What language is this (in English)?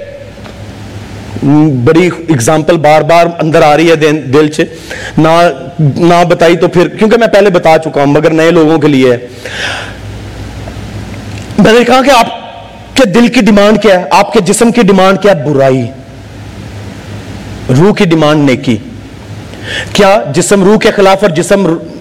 Urdu